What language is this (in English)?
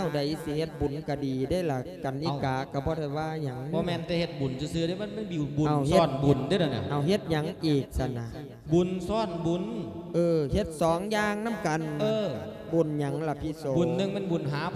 Lao